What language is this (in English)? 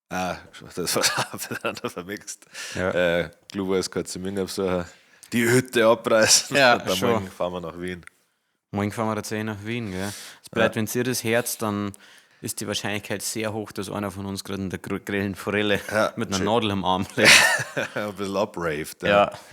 Bavarian